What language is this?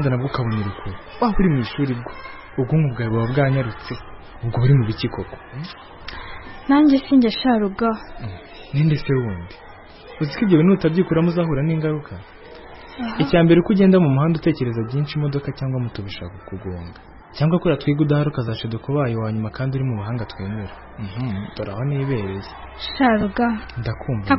Kinyarwanda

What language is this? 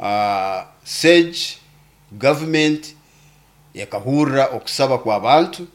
Nyoro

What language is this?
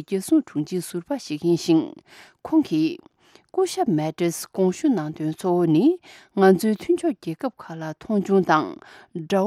Tibetan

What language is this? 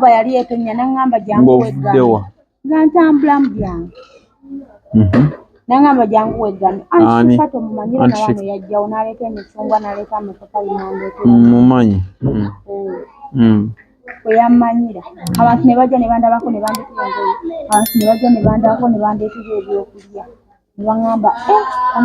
Ganda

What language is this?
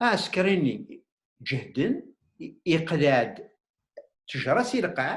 Kabyle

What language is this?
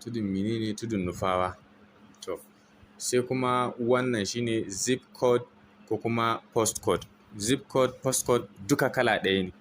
Hausa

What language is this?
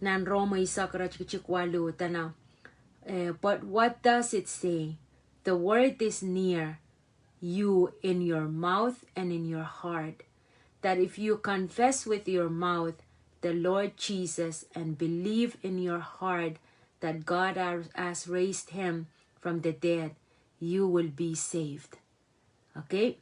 Pohnpeian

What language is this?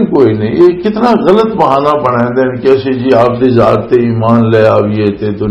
Western Panjabi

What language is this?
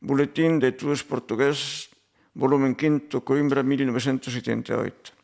Galician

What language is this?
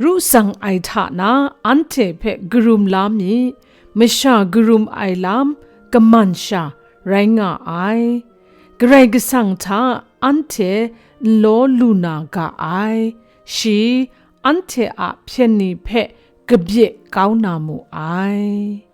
Kachin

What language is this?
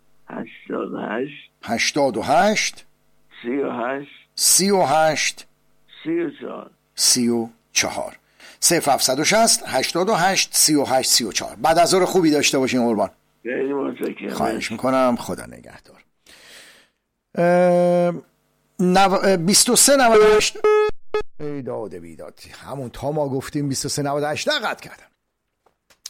Persian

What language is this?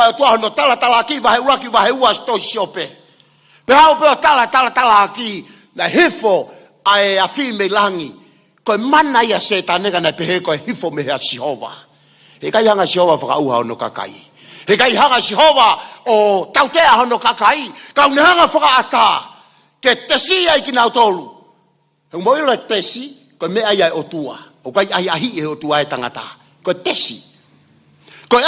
Tongan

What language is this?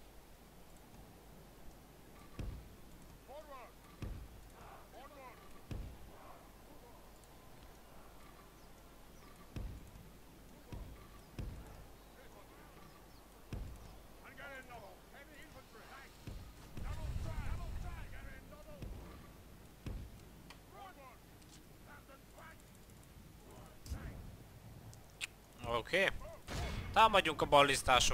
Hungarian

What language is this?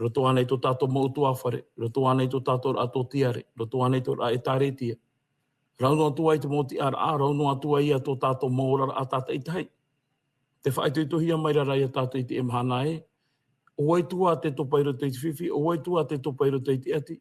Tahitian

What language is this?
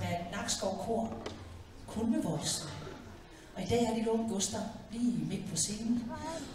Danish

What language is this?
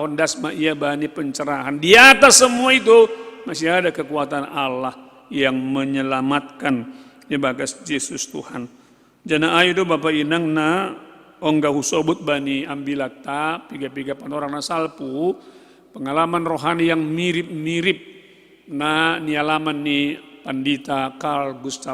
Batak Simalungun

